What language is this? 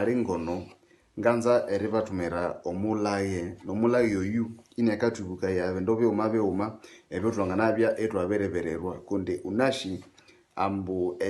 Nande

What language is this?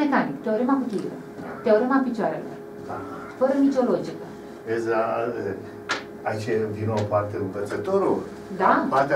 Romanian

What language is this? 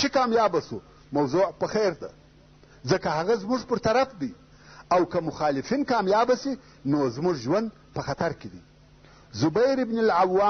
Pashto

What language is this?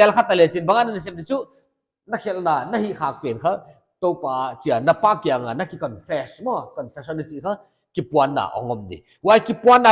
Paite Chin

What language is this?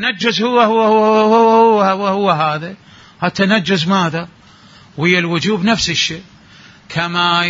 Mesopotamian Arabic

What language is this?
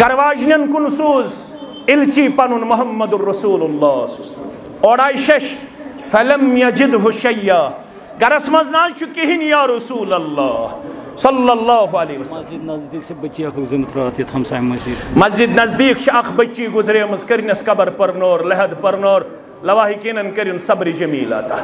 Kashmiri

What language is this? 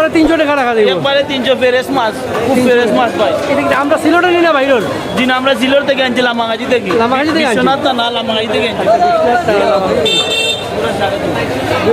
Sylheti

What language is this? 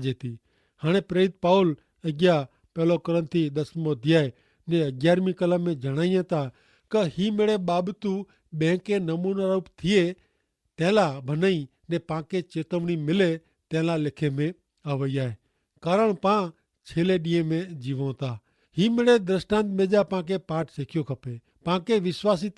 Kachhi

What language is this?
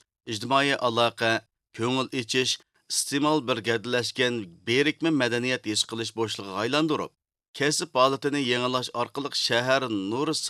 Uyghur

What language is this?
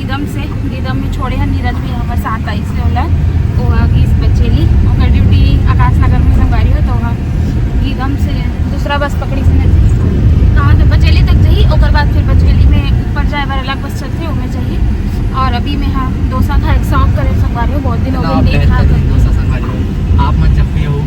Chhattisgarhi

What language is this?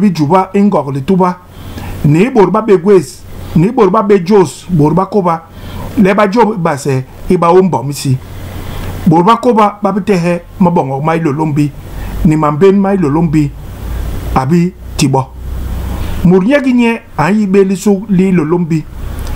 Basaa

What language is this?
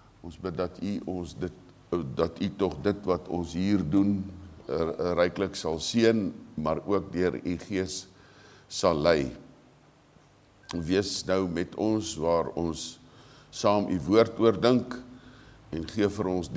Afrikaans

